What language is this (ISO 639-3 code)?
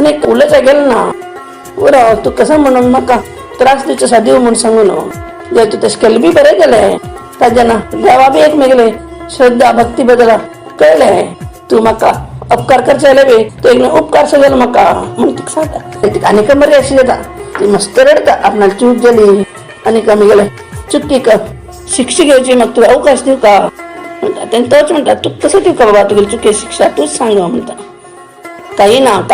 kok